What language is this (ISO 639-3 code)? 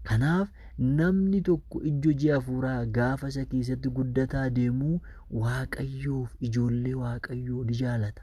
orm